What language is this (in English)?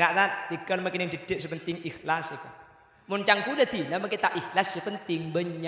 Madurese